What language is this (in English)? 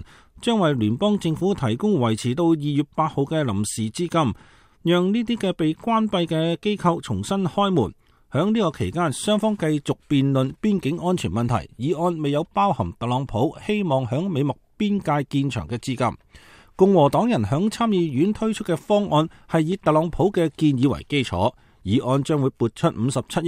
Cantonese